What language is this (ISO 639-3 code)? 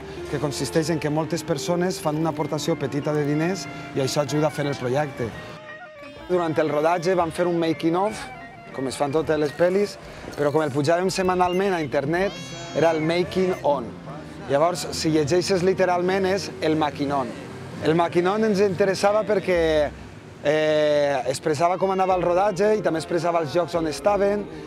cat